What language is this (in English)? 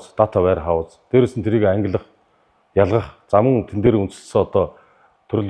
Mongolian